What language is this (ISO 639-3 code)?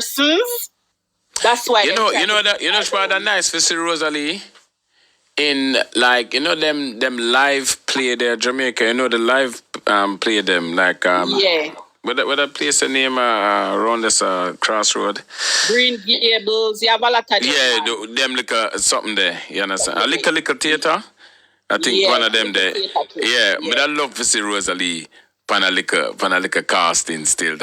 jam